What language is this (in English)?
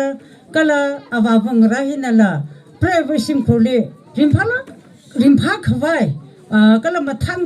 Tangkhul Naga (India)